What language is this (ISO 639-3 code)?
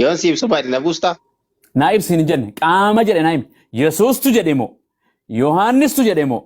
orm